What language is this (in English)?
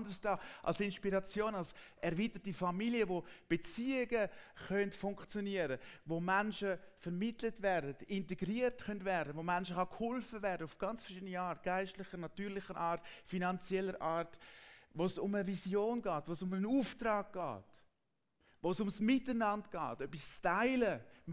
Swiss German